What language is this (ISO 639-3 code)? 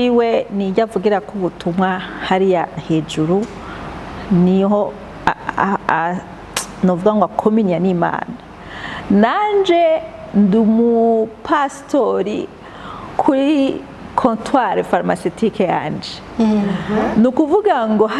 run